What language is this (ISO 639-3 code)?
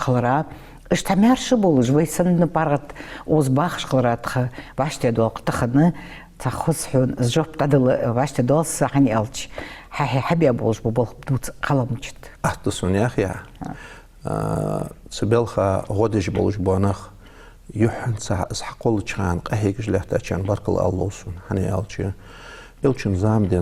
inh